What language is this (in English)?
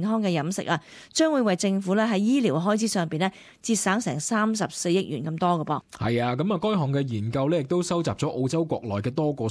Cantonese